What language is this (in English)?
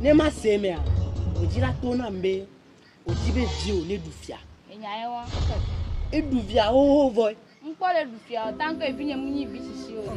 Ewe